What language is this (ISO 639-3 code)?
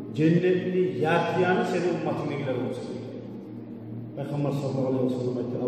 kum